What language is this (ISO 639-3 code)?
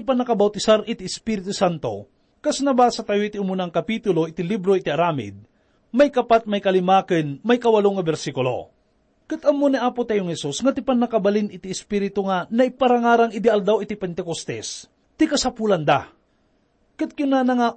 ilo